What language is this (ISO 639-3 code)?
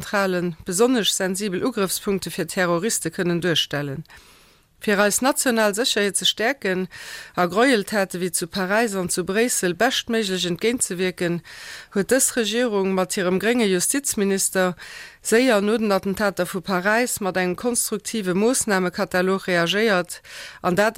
ltz